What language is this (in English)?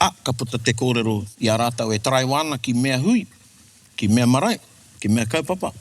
Māori